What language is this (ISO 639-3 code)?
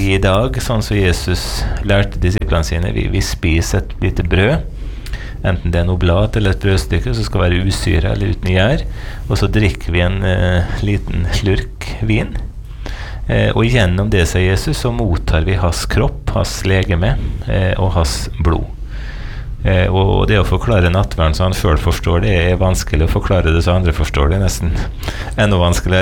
nor